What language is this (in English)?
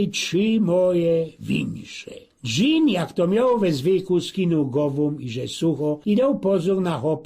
Silesian